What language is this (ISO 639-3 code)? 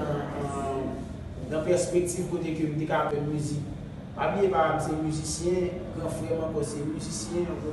hat